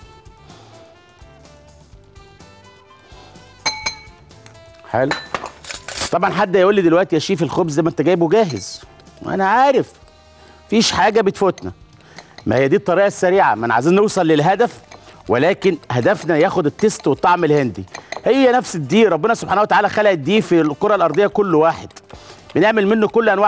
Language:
Egyptian Arabic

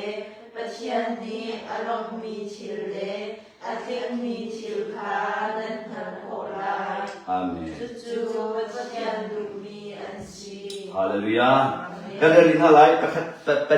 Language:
Hakha Chin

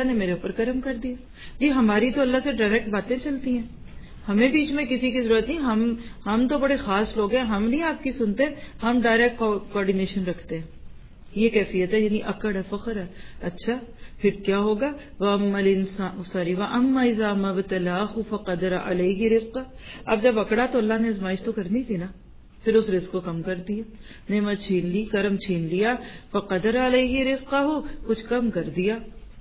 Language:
Urdu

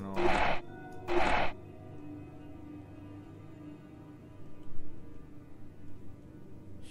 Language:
Catalan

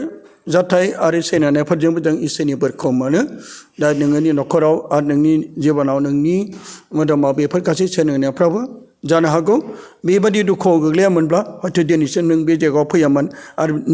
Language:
Bodo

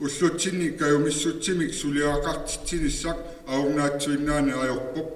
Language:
Kalaallisut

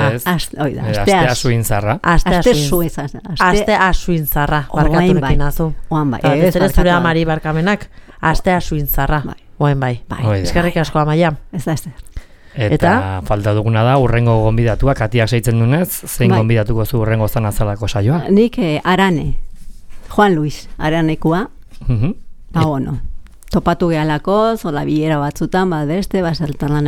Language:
Basque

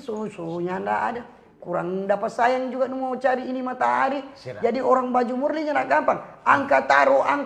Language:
Manado Malay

